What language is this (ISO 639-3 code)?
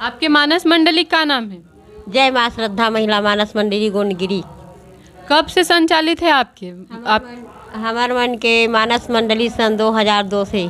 hne